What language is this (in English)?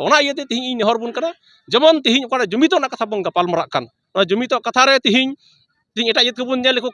Santali